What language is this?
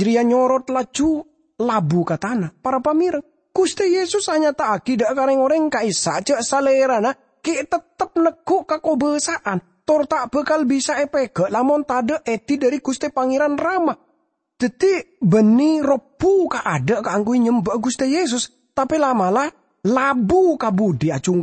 Madurese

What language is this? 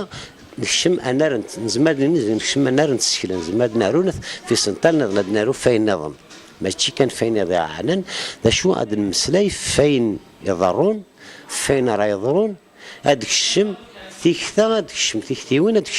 Kabyle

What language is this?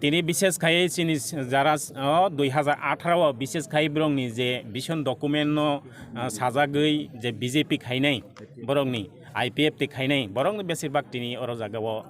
Kok Borok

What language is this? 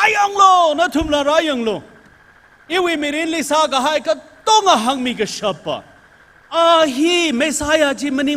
Tangkhul Naga (India)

